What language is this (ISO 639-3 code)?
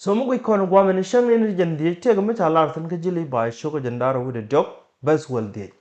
nus